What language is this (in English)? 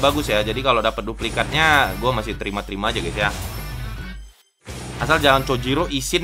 Indonesian